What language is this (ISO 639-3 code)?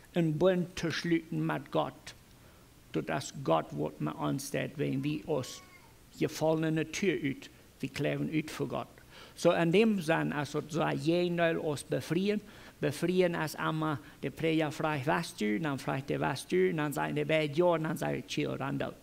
pdt